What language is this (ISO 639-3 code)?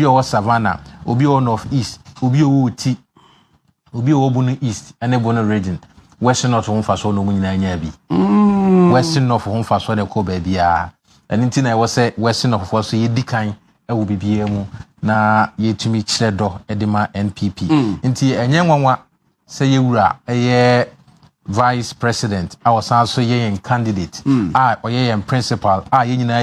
aka